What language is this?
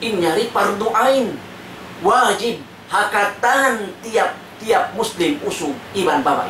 Tausug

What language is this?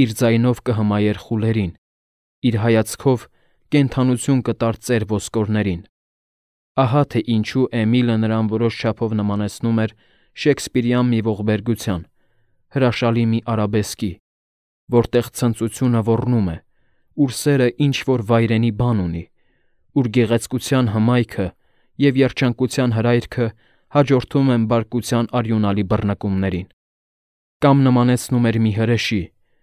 Armenian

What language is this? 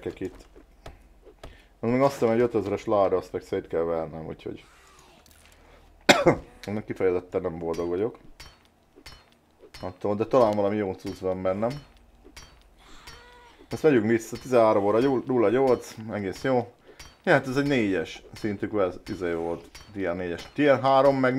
Hungarian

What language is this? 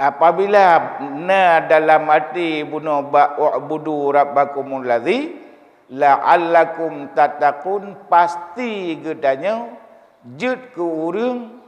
Achinese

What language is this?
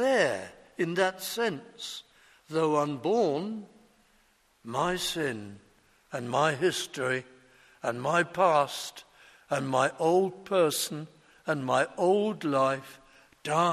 English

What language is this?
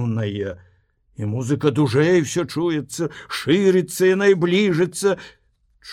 Belarusian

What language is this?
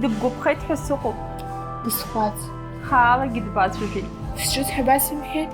Abkhazian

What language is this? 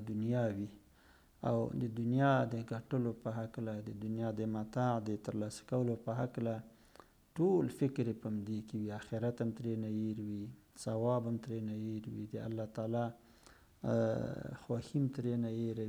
Pashto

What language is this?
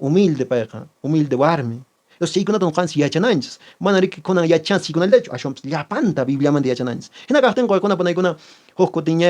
Quechua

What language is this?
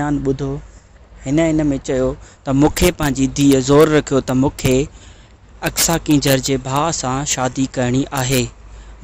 Sindhi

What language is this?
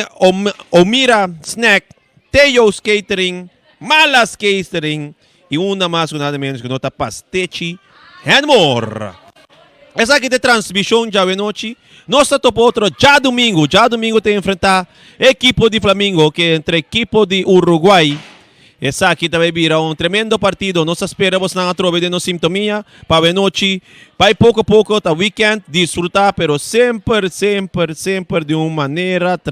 Papiamento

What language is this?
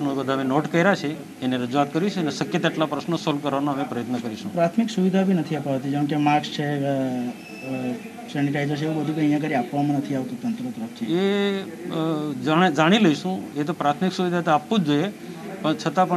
Gujarati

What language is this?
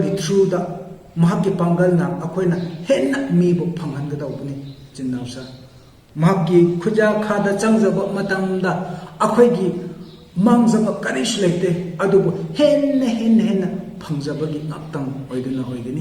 Manipuri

